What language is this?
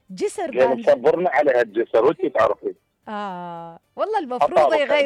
Mesopotamian Arabic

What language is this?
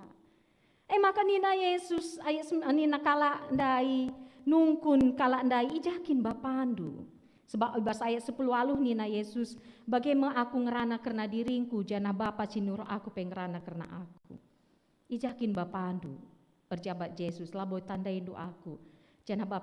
Batak Karo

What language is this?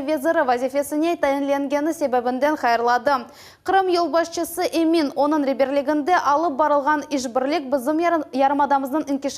Crimean Tatar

